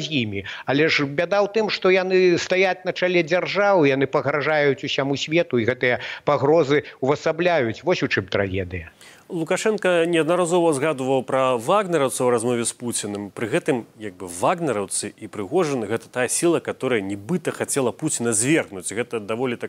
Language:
Belarusian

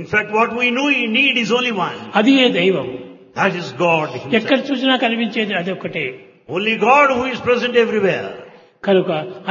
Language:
Telugu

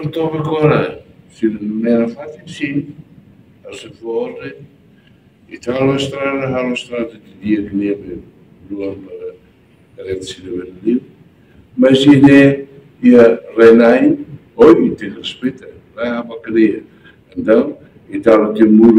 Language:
Tetum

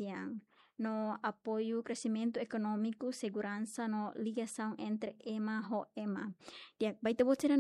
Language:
Tetum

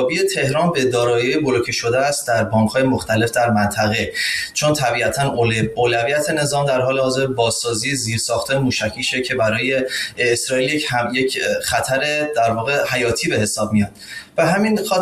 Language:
Persian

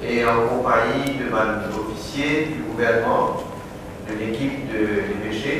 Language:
Morisyen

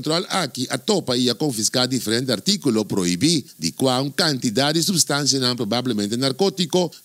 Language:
Papiamento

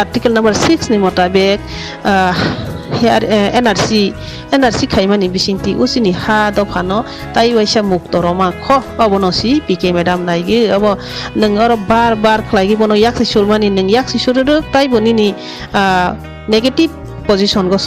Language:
Riang (India)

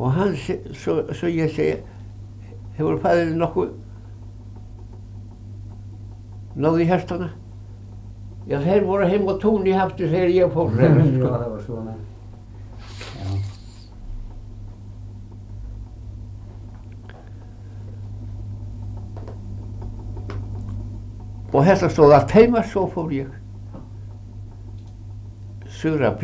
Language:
Icelandic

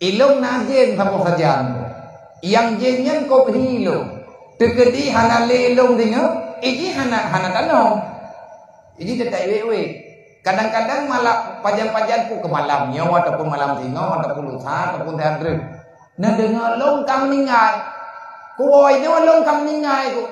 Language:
Achinese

